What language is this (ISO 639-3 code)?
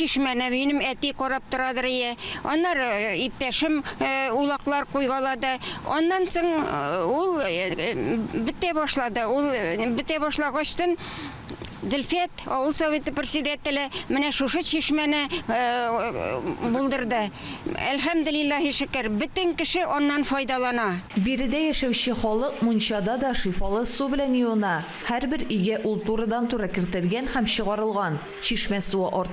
tat